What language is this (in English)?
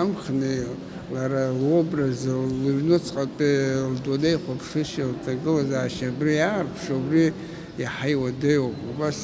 Abkhazian